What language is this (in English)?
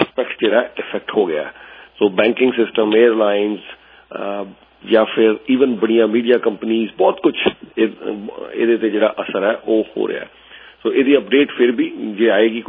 Punjabi